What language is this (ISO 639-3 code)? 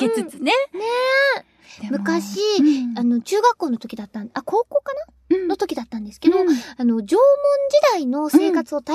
jpn